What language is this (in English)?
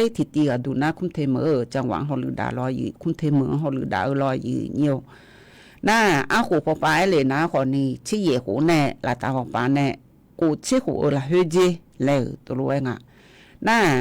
Akha